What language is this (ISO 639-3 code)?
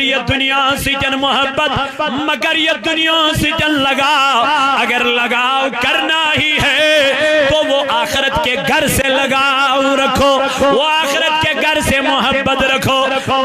kas